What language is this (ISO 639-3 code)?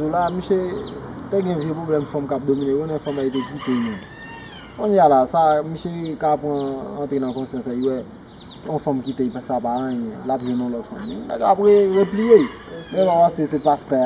hat